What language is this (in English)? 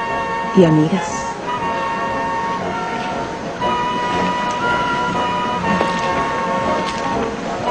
Spanish